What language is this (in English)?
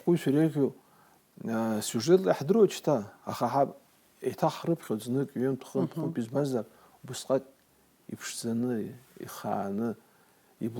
Abkhazian